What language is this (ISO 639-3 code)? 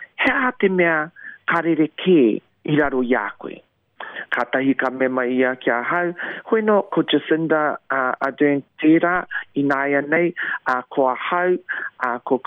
mri